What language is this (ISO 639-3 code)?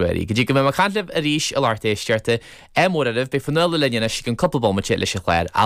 gle